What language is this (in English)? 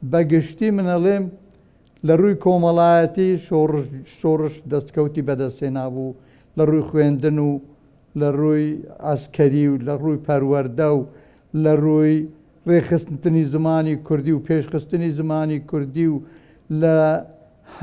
Central Kurdish